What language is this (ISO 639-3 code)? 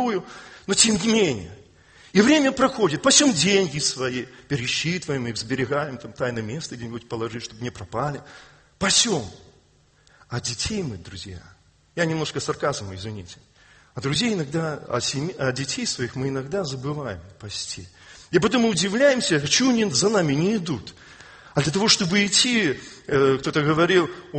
rus